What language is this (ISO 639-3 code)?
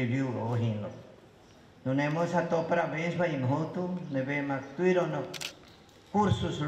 tet